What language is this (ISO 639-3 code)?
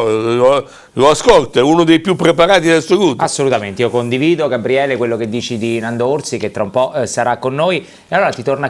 ita